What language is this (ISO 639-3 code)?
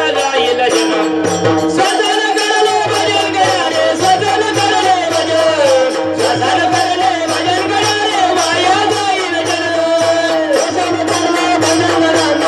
mar